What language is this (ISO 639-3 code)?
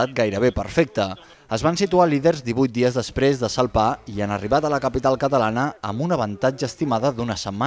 cat